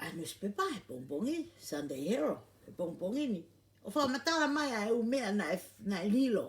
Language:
Tongan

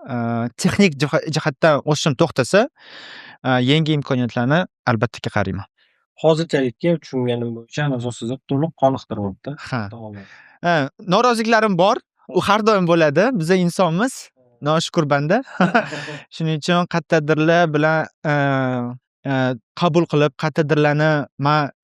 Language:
Uzbek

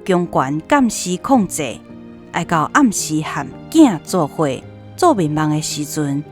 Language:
Min Nan Chinese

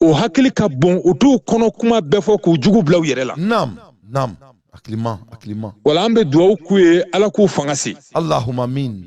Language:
Bambara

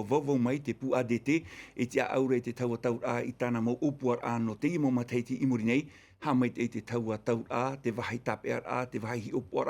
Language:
Tahitian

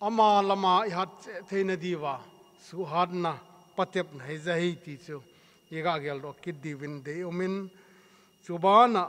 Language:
Thado Chin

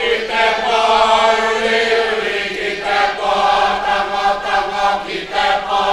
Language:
Māori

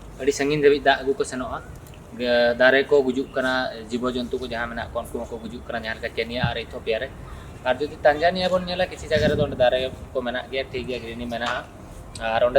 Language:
Santali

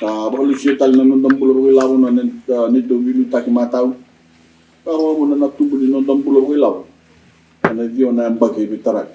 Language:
Fijian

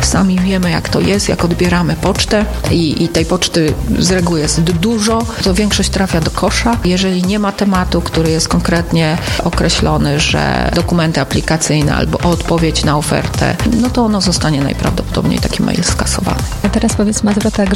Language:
Polish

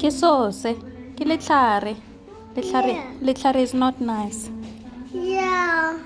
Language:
Tswana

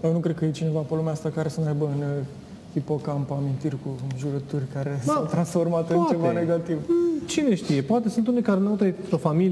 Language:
Romanian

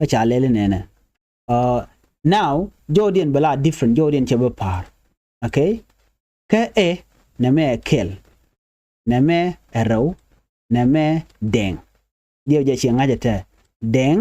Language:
Nuer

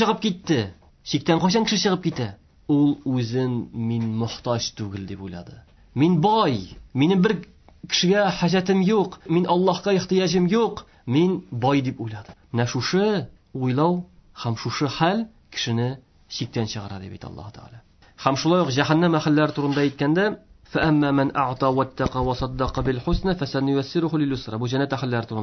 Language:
Tatar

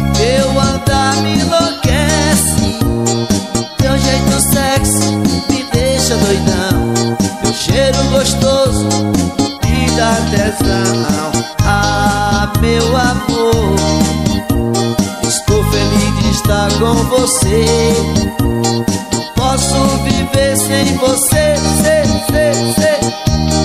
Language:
Portuguese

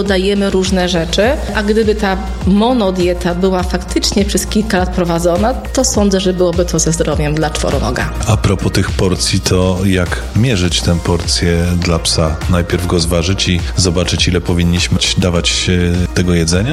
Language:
Polish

